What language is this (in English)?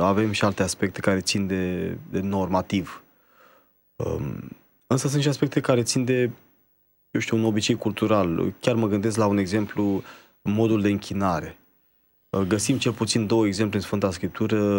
Romanian